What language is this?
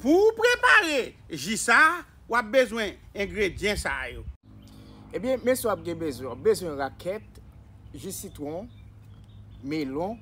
Haitian Creole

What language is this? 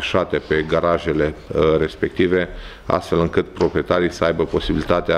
Romanian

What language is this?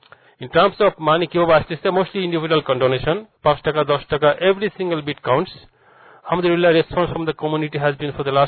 Bangla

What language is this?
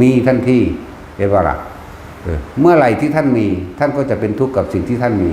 Northeastern Thai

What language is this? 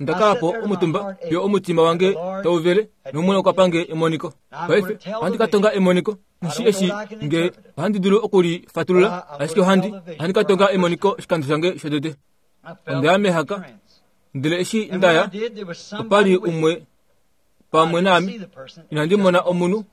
Kuanyama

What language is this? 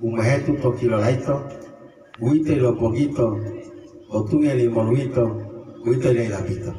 Gorontalo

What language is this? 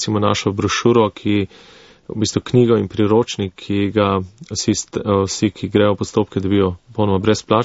Slovenian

